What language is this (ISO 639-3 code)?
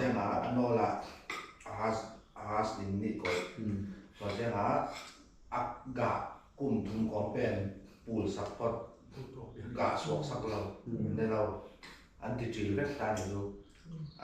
ctd